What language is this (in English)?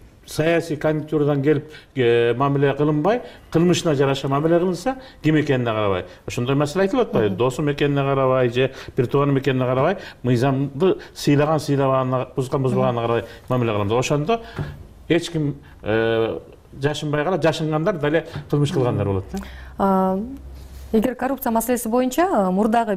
Kyrgyz